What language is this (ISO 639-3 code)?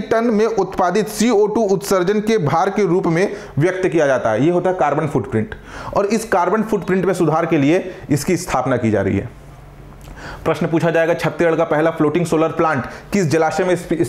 hin